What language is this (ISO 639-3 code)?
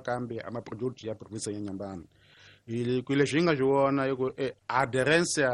tso